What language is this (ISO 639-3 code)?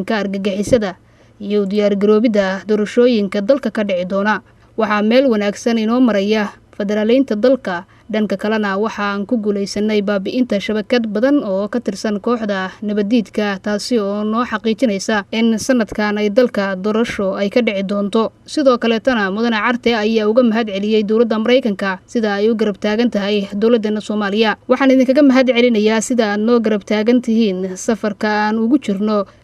som